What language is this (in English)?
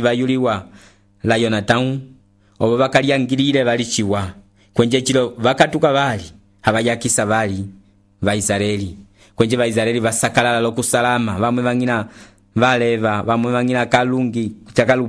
Umbundu